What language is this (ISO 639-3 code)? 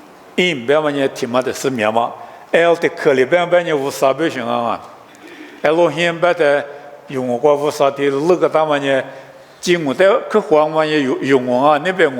lis